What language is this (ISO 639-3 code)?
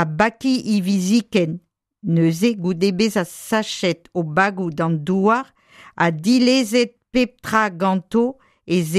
bre